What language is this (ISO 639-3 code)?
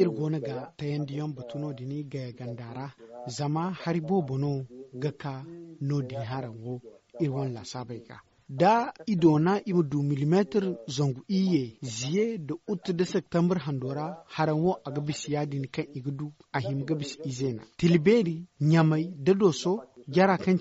dje